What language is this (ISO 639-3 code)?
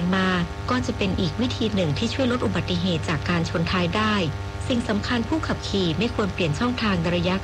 tha